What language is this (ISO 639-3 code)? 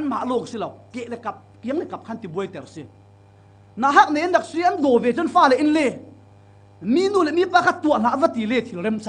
cfm